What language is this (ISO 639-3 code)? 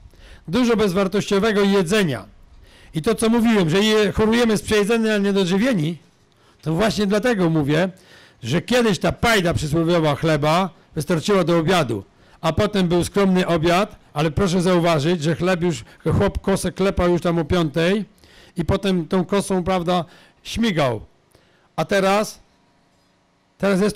pol